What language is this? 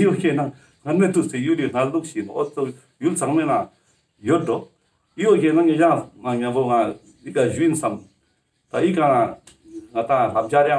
Ladakhi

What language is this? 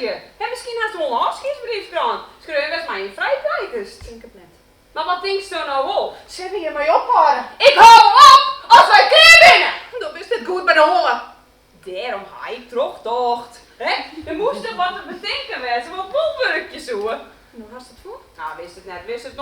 Western Frisian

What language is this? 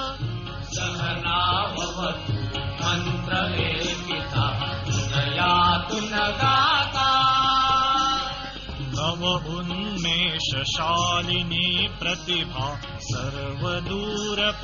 Marathi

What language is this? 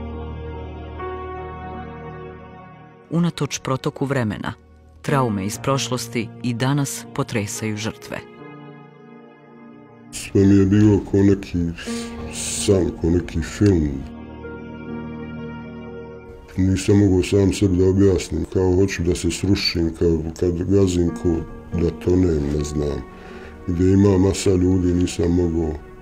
Bosnian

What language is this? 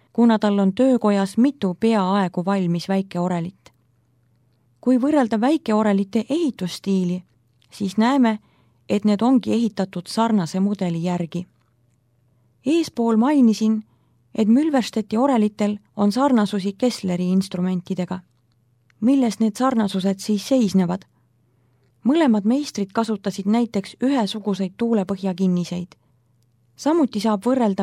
Estonian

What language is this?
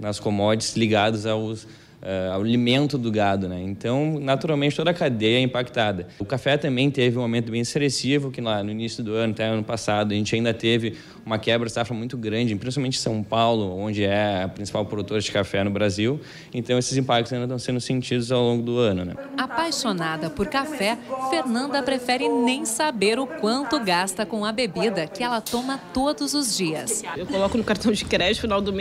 Portuguese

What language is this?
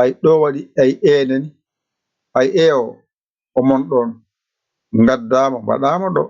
Fula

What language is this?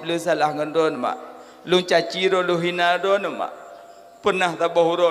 Achinese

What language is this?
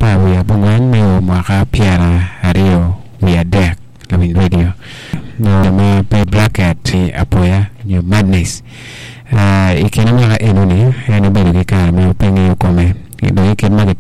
Acoli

